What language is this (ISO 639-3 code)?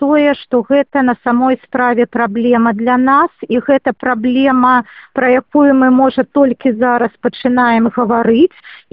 bel